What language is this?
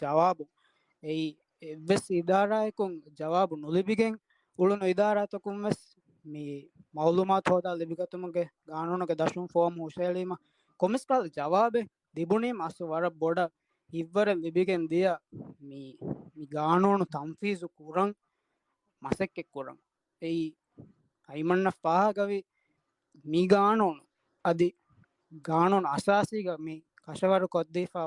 Divehi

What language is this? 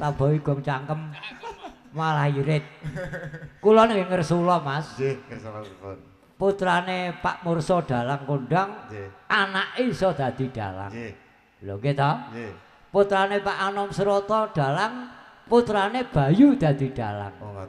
Javanese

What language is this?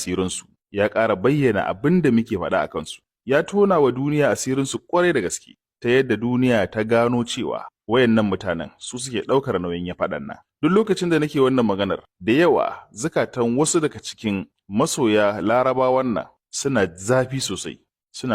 Hausa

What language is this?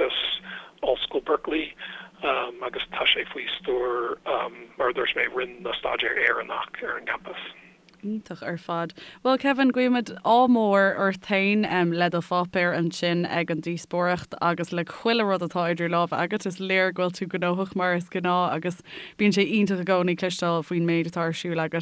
Irish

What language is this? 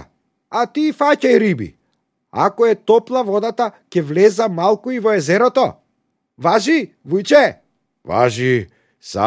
Macedonian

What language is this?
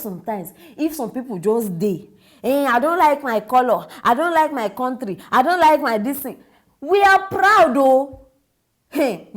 Nigerian Pidgin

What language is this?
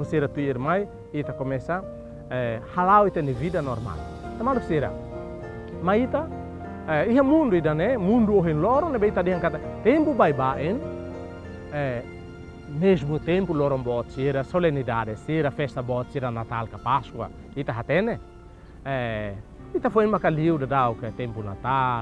Tetum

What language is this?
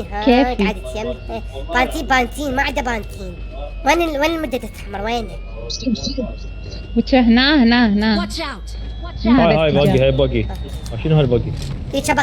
Mesopotamian Arabic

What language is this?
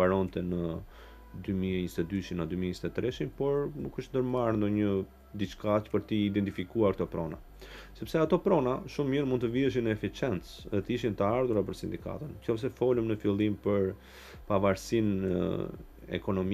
Albanian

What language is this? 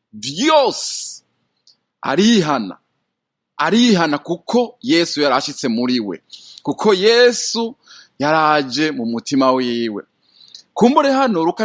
Rundi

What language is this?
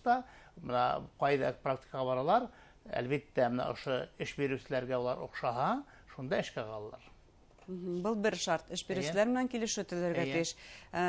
Bashkir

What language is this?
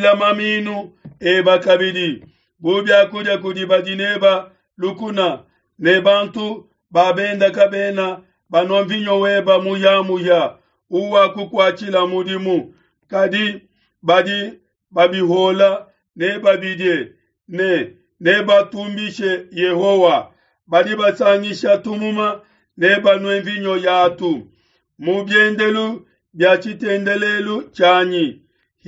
Luba-Lulua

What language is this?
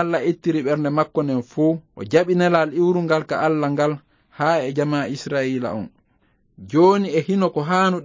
Fula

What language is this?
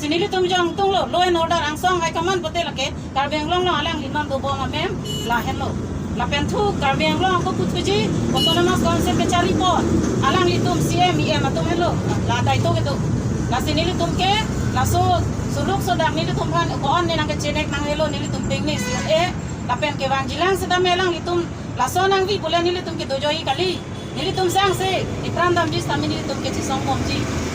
Karbi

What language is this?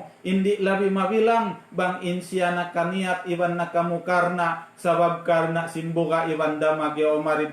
Tausug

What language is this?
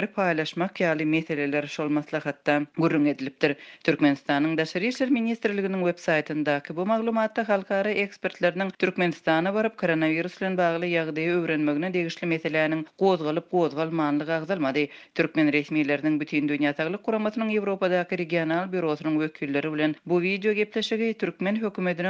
Turkmen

